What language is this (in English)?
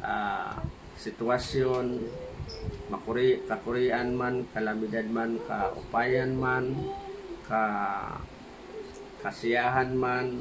Waray